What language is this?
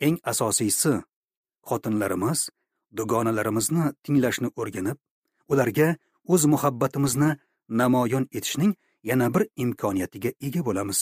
Uzbek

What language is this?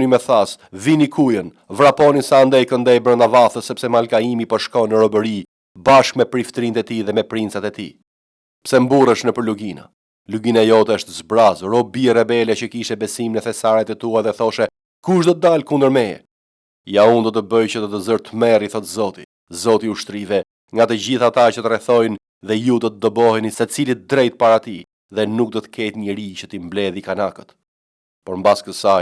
Albanian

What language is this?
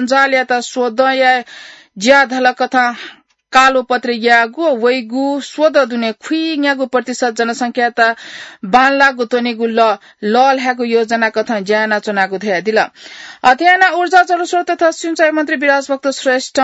Newari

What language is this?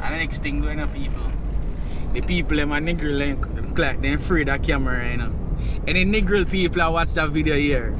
Jamaican Creole English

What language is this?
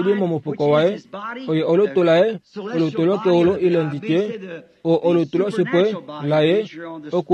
Kuanyama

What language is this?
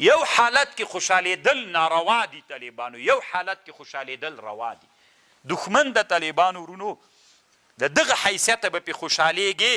Pashto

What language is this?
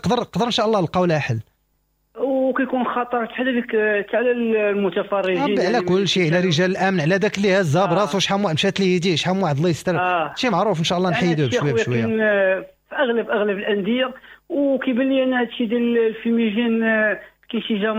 Moroccan Arabic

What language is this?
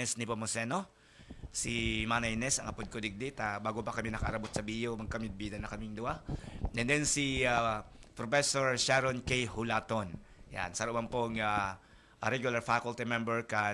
Bikol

